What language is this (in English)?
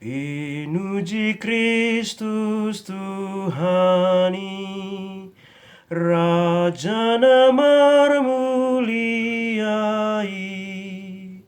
Batak Toba